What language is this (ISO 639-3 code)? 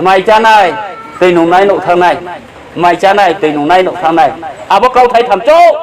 ria